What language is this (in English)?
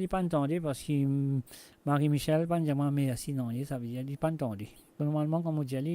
Morisyen